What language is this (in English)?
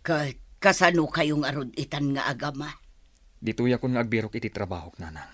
Iloko